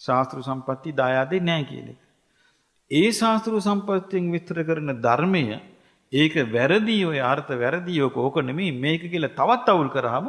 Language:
Sinhala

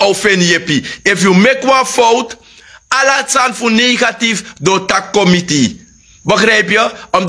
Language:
Sranan Tongo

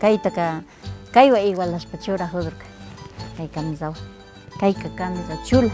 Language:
Quechua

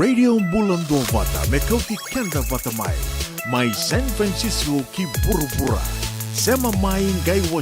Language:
Fijian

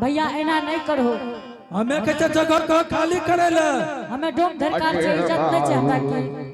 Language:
Angika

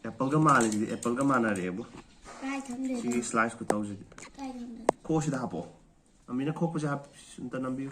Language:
Manipuri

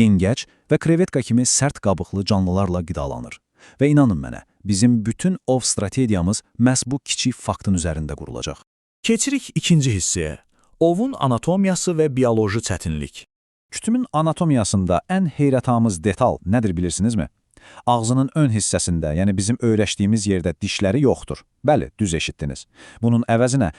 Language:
Azerbaijani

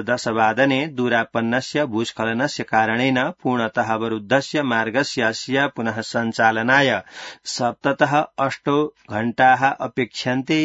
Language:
Sanskrit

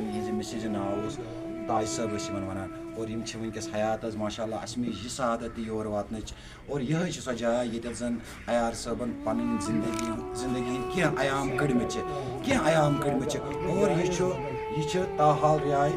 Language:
Kashmiri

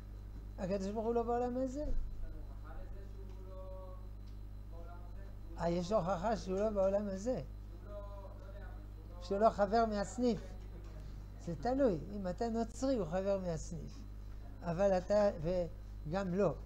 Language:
Hebrew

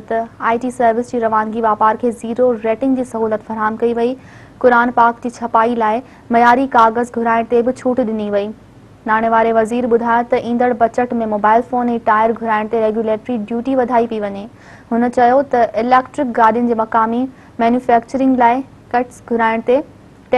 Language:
Sindhi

